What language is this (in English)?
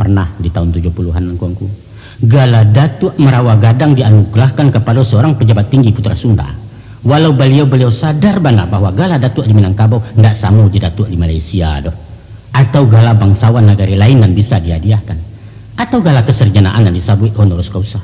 Minangkabau